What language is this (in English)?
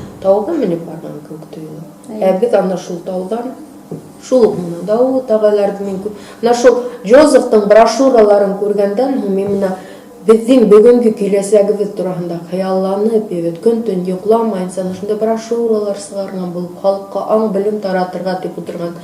Bashkir